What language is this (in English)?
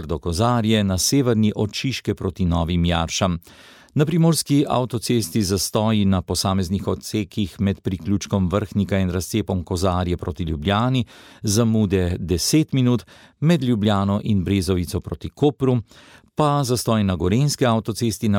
Slovenian